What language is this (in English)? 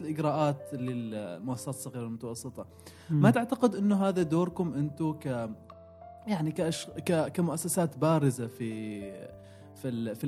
Gulf Arabic